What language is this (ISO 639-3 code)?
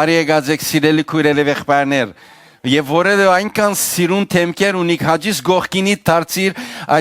hyw